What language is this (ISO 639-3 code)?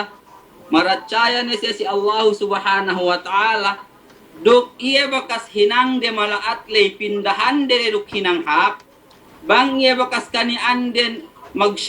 yka